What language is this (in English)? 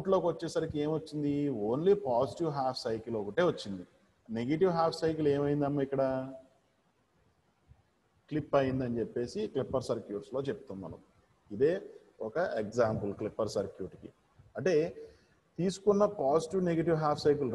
Telugu